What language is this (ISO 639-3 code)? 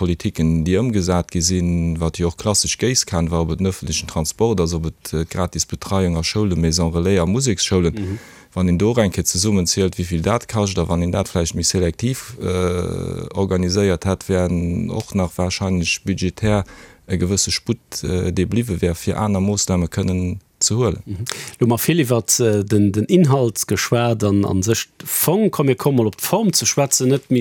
ltz